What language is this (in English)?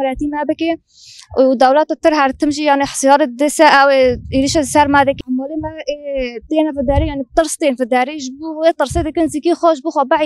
Kurdish